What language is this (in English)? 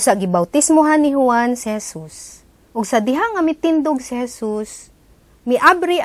Cebuano